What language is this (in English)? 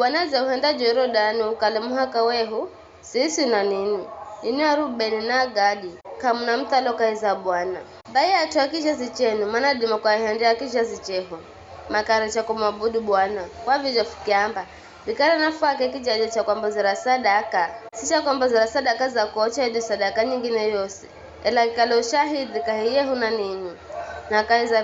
Giryama